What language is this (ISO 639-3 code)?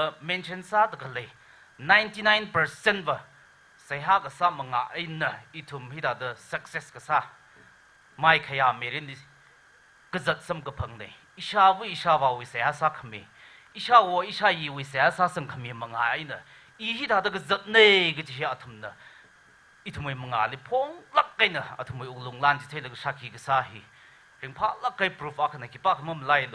nmf